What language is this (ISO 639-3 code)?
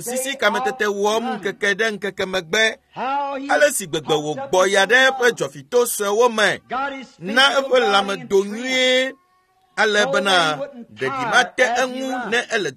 ewe